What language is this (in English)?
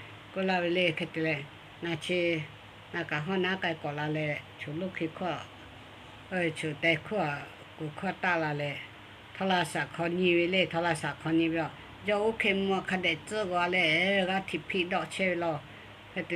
Lahu